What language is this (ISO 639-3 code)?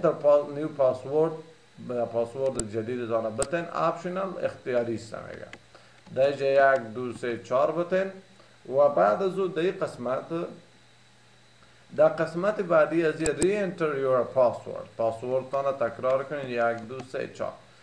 fas